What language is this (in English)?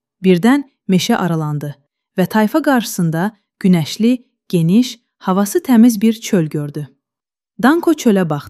Azerbaijani